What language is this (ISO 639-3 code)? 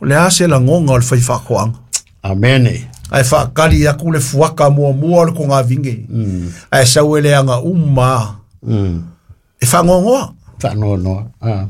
smo